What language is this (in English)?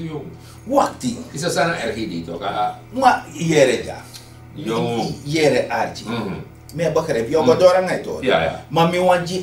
Sranan Tongo